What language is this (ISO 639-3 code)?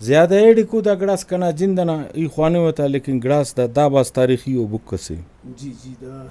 brh